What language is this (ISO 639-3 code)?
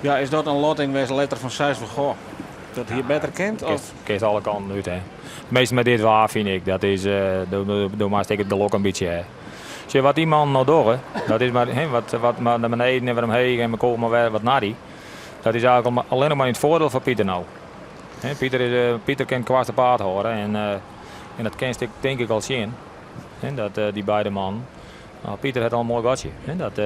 fry